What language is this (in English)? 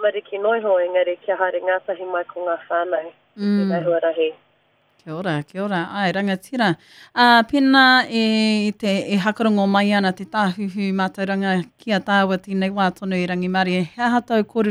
Māori